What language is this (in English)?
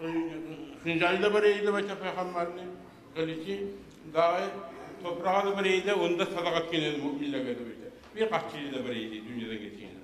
Kumyk